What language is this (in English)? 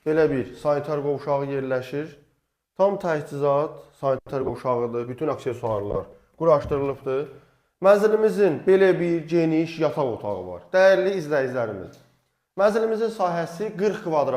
Azerbaijani